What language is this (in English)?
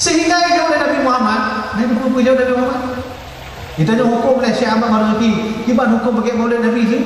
Achinese